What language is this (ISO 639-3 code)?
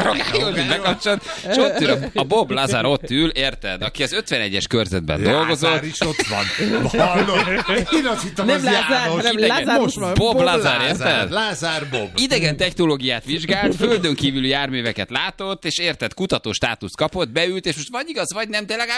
hun